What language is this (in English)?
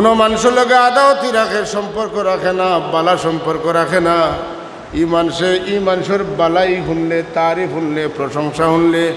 Sylheti